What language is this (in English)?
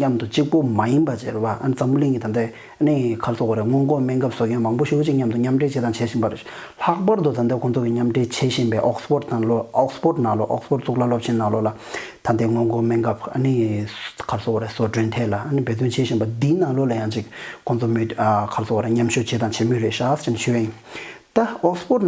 Tibetan